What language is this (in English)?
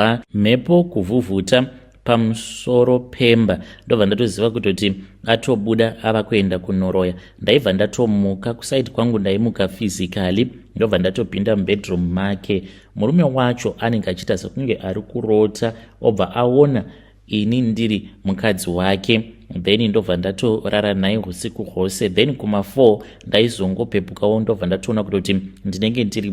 Shona